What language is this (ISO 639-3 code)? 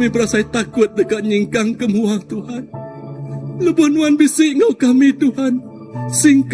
iba